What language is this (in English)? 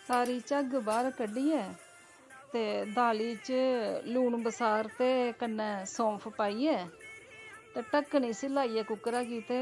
Dogri